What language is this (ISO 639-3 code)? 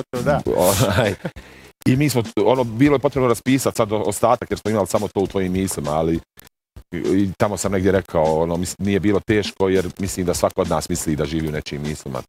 bos